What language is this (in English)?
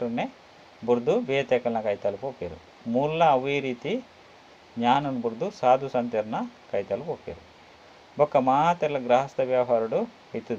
Tulu